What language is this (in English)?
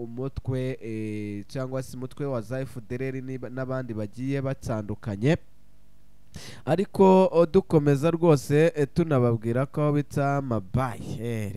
Kinyarwanda